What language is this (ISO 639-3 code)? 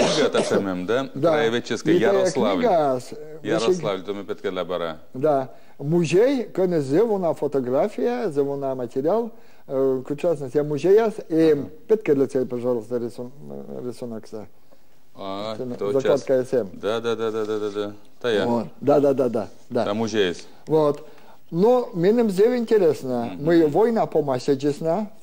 bel